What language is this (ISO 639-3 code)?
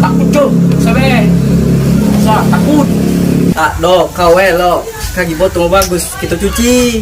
mui